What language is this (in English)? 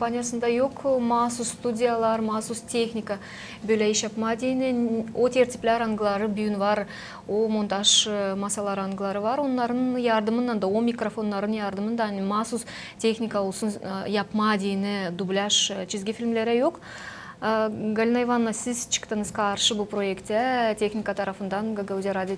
Gagauz